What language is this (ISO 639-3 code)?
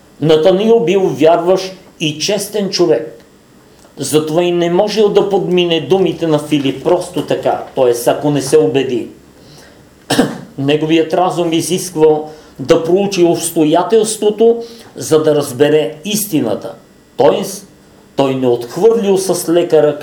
bul